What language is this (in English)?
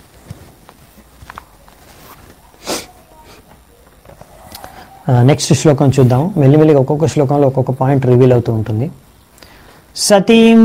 Telugu